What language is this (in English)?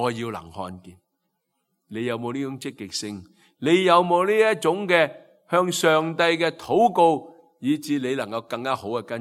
Cantonese